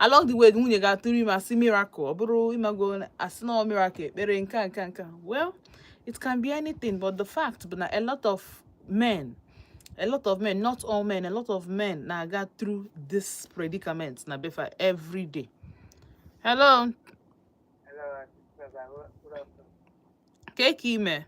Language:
Igbo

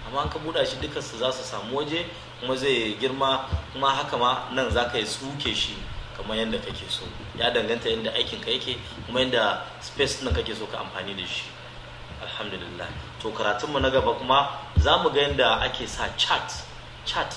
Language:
Hausa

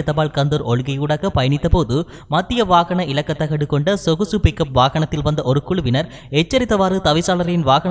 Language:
Tamil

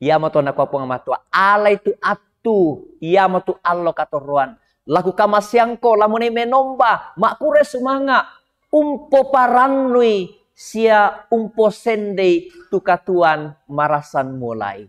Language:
Toraja-Sa'dan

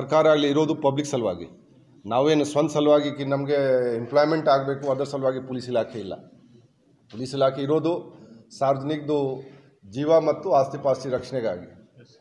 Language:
Kannada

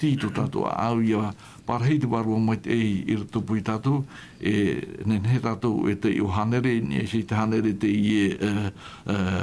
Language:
Tahitian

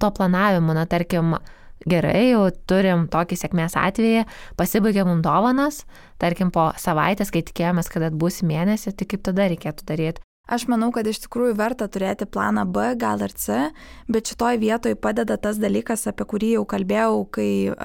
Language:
Lithuanian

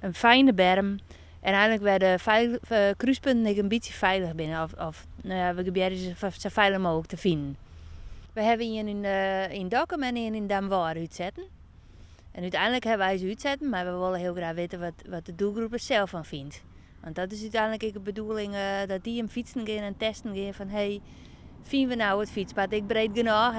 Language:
Western Frisian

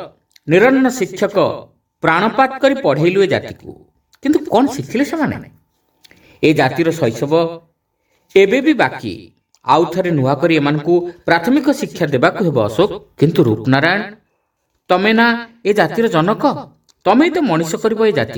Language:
Odia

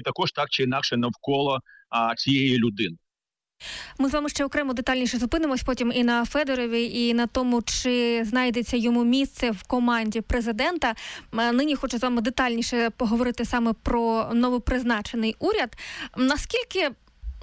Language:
Ukrainian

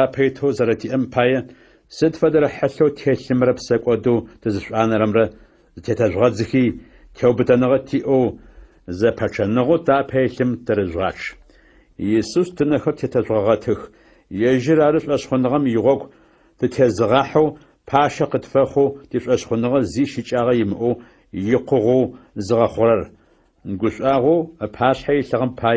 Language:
Adyghe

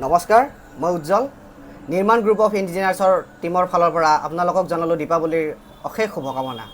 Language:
Assamese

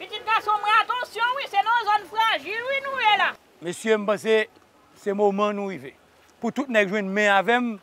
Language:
Haitian Creole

